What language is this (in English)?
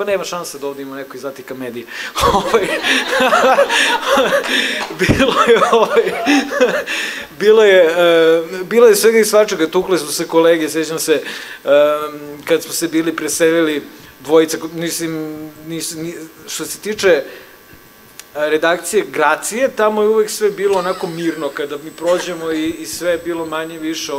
Serbian